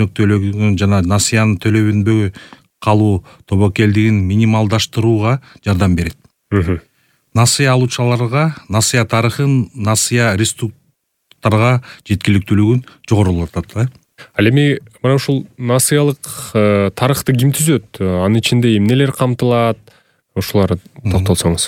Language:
Kyrgyz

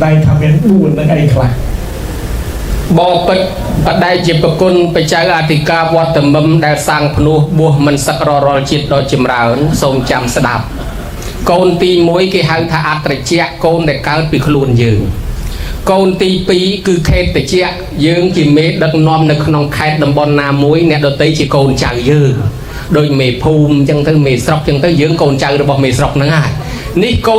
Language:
Khmer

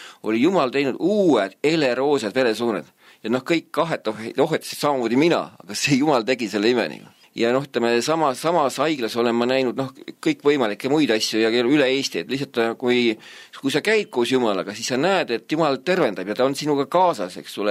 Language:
Estonian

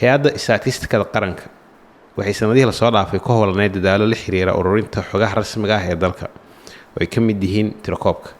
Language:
Somali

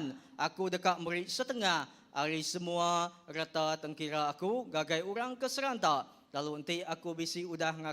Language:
Iban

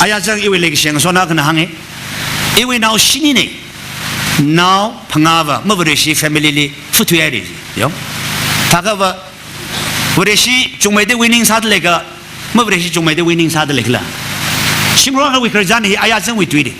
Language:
Tangkhul Naga (India)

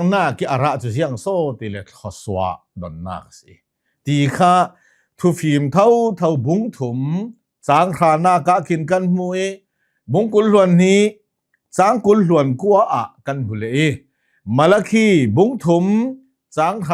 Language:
Hakha Chin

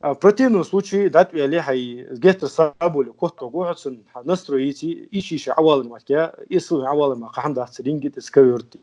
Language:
Ingush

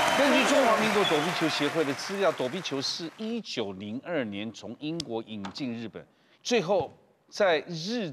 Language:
Chinese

